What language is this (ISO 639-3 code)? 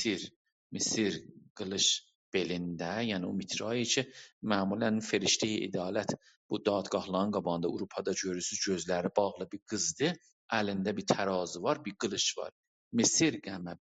azb